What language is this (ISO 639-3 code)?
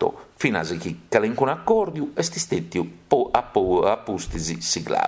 srd